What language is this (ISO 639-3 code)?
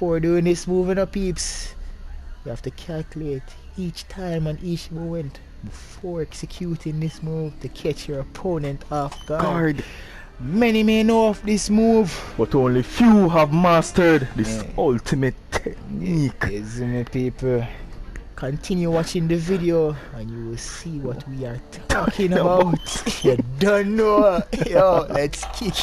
jam